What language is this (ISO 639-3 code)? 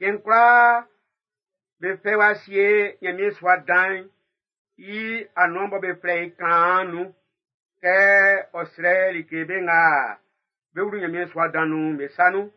bci